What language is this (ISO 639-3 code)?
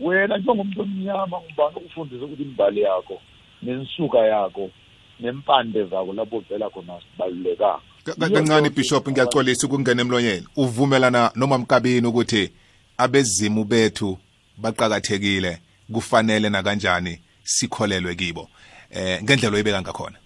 nbl